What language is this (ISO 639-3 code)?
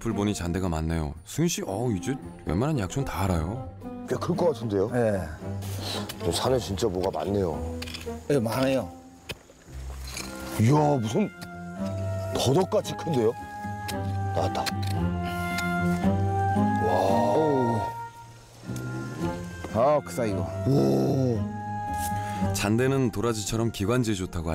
kor